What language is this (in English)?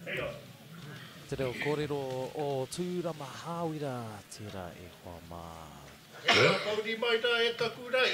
Māori